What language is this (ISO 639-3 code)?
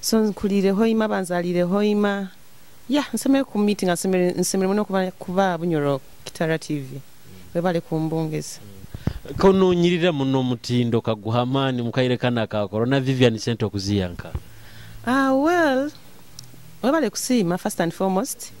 nyo